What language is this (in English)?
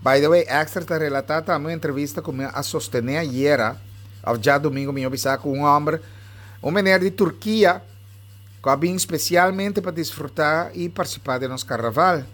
Papiamento